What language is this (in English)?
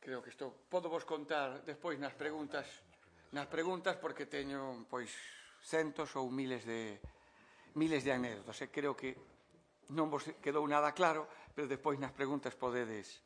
Galician